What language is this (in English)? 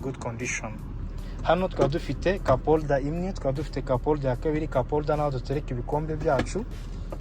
Kinyarwanda